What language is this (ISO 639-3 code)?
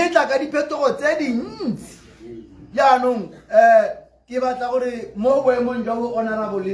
tsn